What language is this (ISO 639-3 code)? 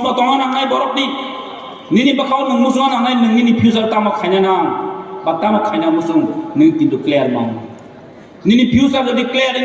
trp